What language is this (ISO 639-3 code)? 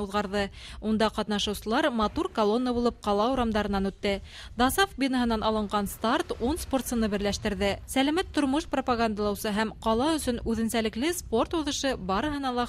bak